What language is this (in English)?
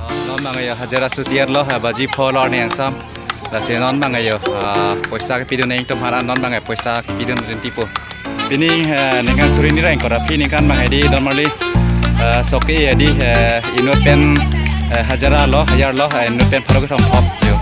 Karbi